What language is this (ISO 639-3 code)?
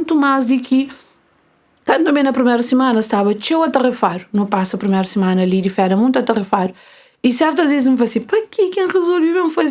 kea